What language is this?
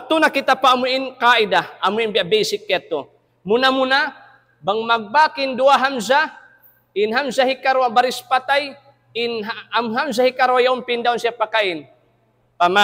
Tausug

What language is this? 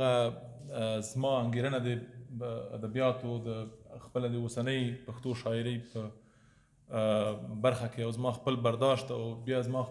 Pashto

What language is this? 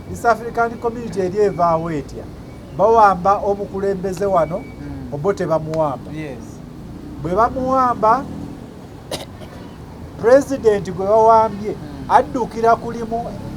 Ganda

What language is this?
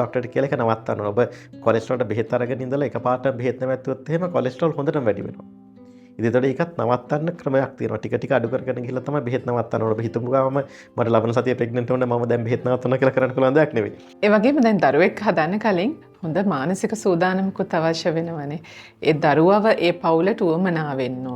Sinhala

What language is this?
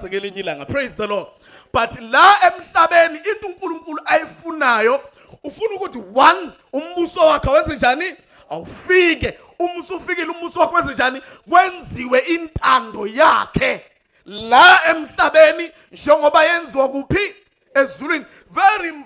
Zulu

